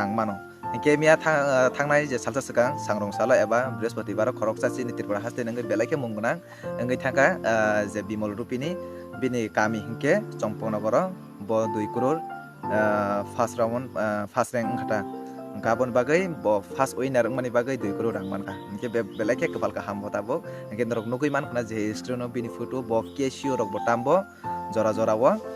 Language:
Kok Borok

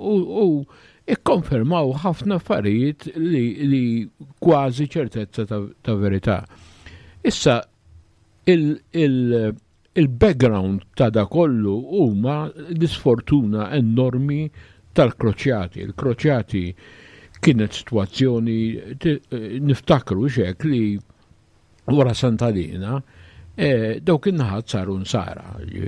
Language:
Maltese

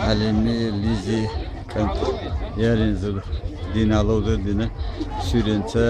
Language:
Chechen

